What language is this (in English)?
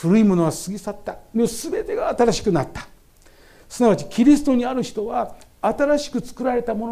Japanese